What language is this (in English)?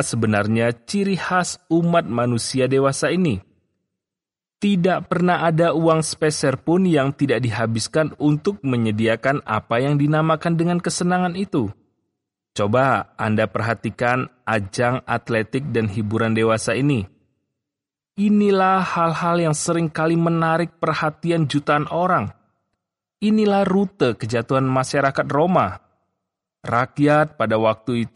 Indonesian